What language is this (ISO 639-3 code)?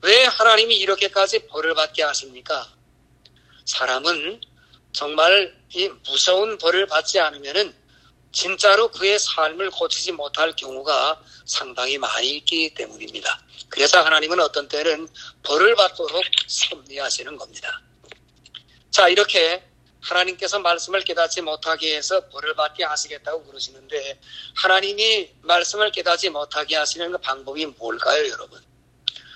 kor